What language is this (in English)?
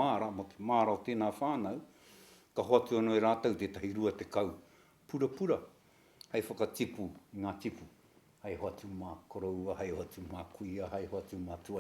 Māori